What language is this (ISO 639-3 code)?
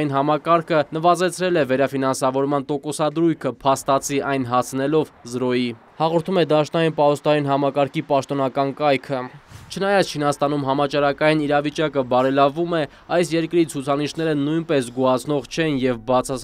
hye